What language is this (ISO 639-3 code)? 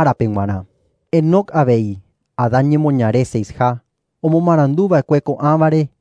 grn